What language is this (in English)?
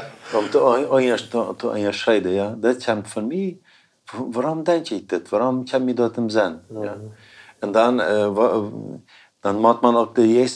Plautdietsch